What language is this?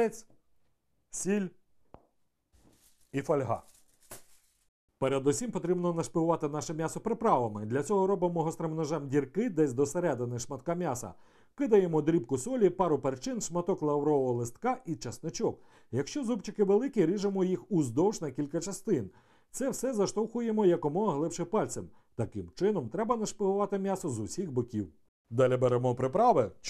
Ukrainian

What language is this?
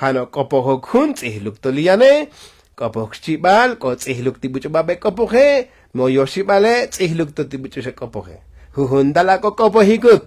Tzotzil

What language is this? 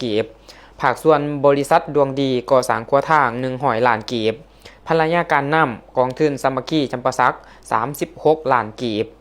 Lao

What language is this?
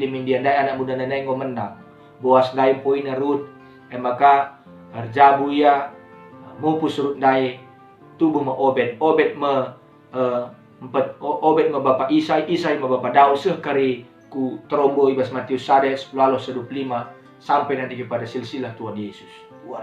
Batak Karo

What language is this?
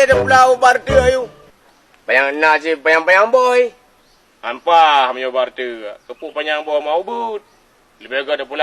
Achinese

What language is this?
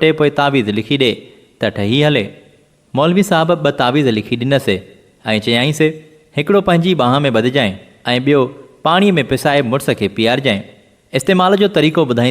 Sindhi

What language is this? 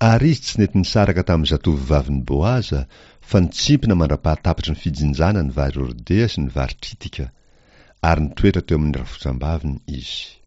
Malagasy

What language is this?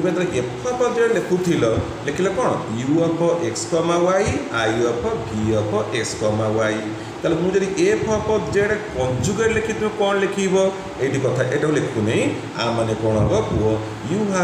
Odia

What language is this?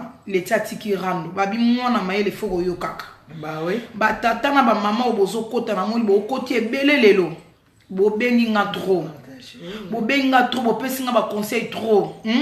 Lingala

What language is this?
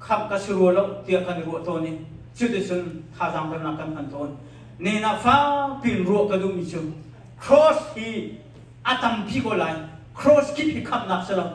Hakha Chin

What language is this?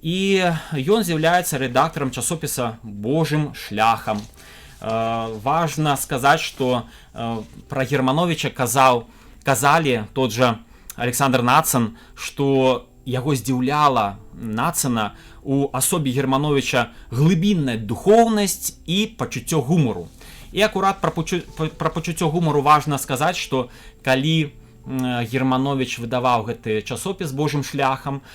Belarusian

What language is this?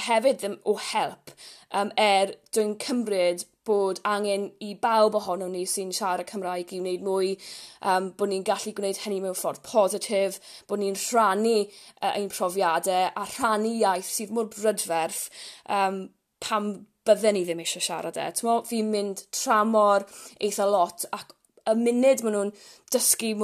Welsh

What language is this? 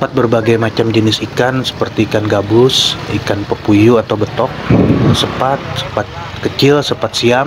Banjar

